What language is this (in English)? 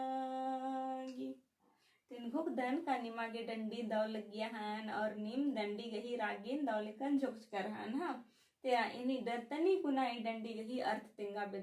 Kurukh